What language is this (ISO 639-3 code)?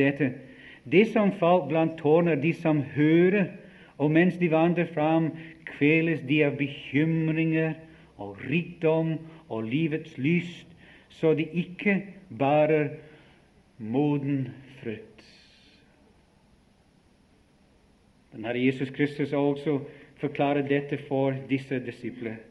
nor